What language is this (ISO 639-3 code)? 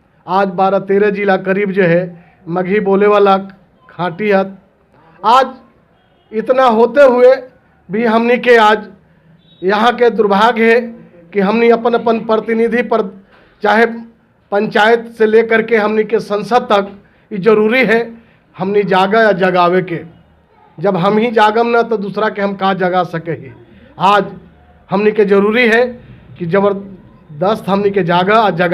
mag